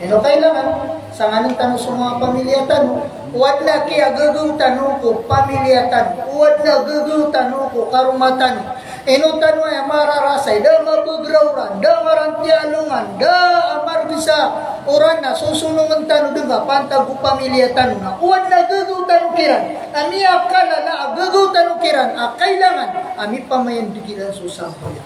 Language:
Maranao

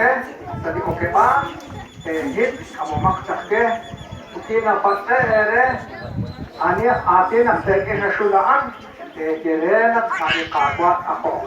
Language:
Kekchí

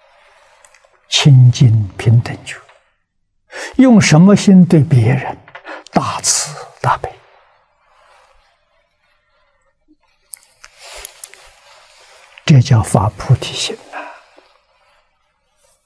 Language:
Chinese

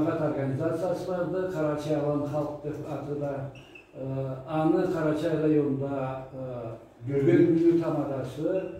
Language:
Karachay-Balkar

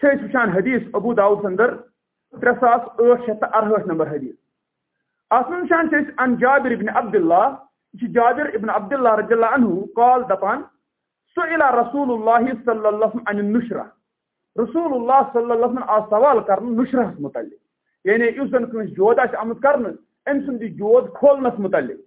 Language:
Kashmiri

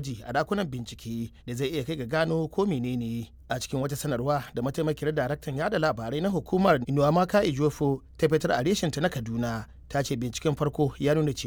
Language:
Hausa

